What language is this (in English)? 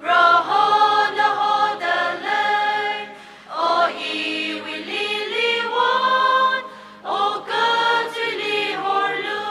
Tangkhul Naga (India)